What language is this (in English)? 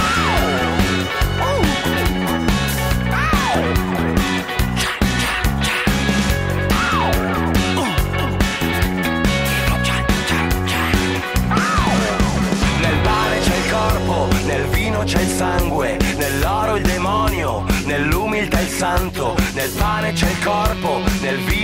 Italian